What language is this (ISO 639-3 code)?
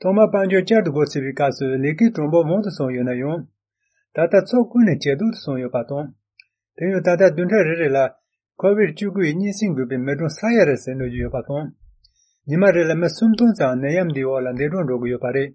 bod